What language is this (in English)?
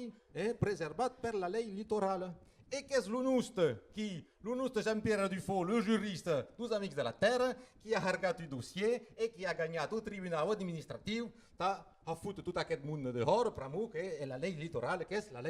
Occitan